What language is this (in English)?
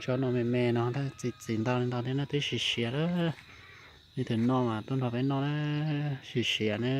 Hmong